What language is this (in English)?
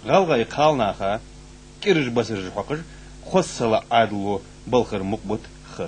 Ingush